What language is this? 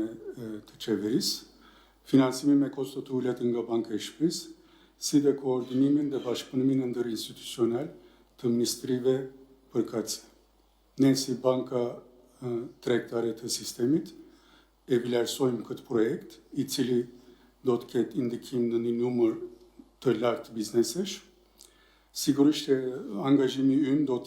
Albanian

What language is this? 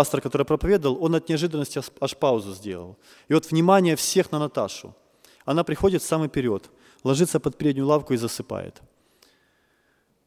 Russian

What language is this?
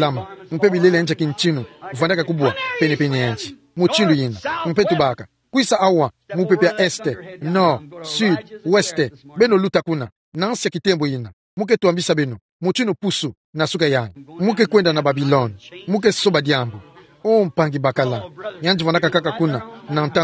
Kituba (Democratic Republic of Congo)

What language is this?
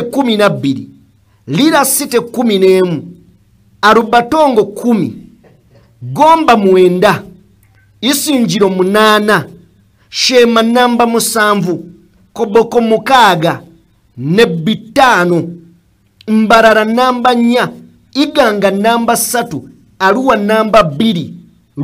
Ganda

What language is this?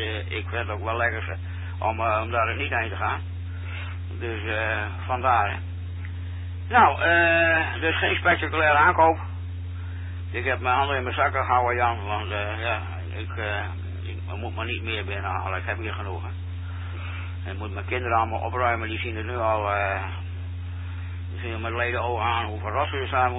Dutch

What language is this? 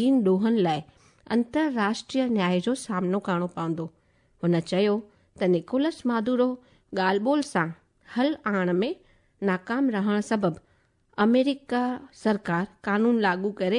Sindhi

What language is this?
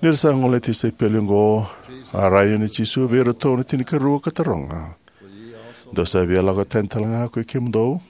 Fijian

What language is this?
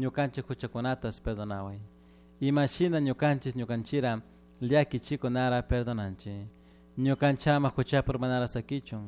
Chimborazo Highland Quichua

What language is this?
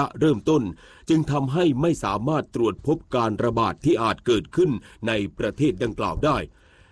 Thai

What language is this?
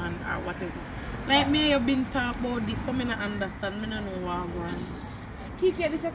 Jamaican Creole English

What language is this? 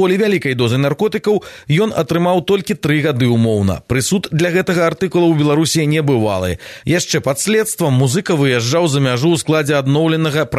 Belarusian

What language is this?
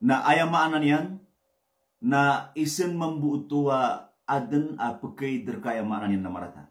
Maranao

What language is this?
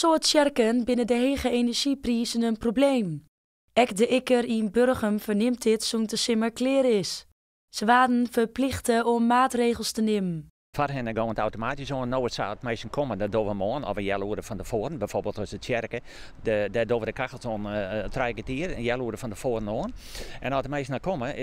Western Frisian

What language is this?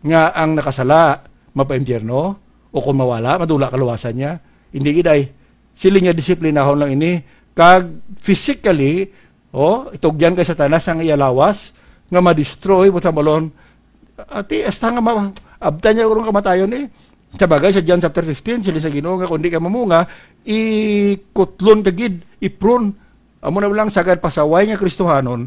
Hiligaynon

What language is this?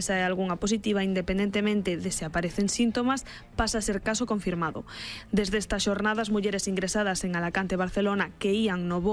Galician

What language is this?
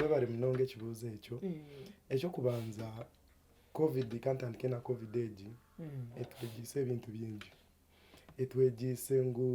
Nyankole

